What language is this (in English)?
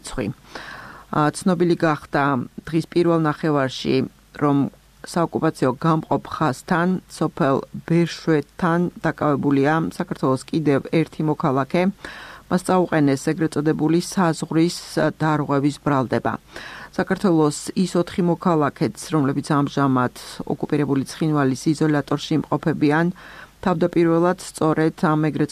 Georgian